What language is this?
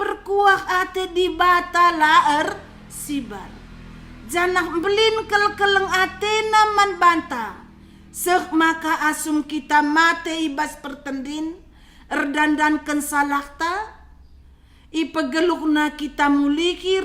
Batak Karo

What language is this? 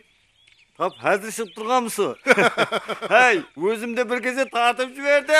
Kara-Kalpak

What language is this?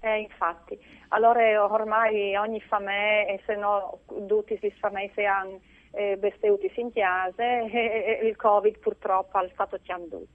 Friulian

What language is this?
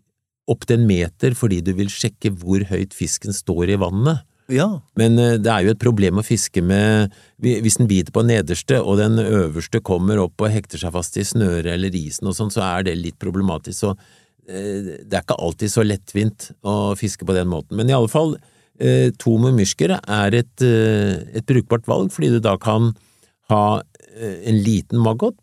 Norwegian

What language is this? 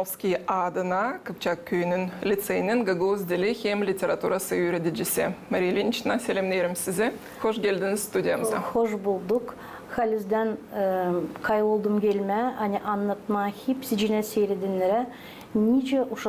Gagauz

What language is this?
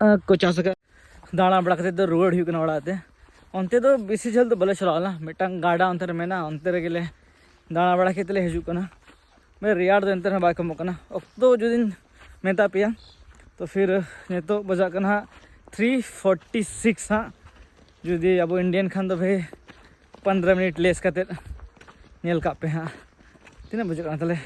Santali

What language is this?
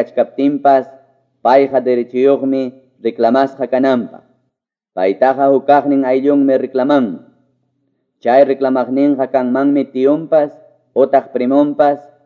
Quechua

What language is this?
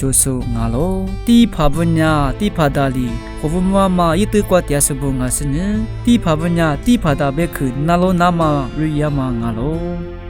Lisu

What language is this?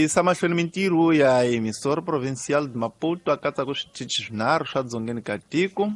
Tsonga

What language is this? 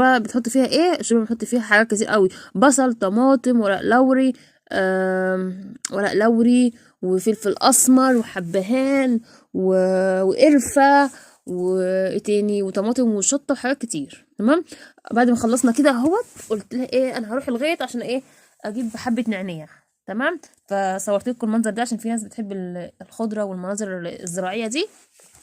Egyptian Arabic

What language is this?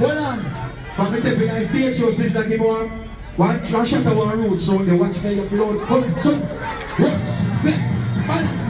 Jamaican Creole English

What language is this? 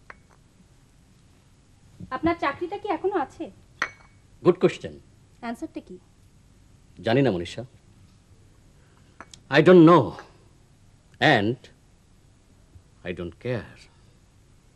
Bangla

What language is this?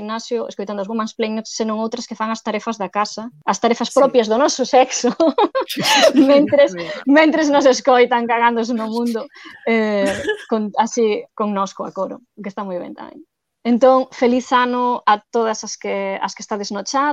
Galician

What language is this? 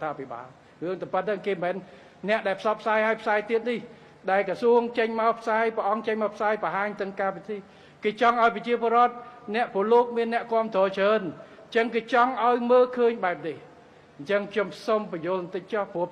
Khmer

